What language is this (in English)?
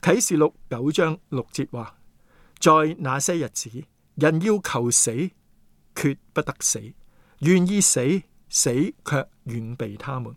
Cantonese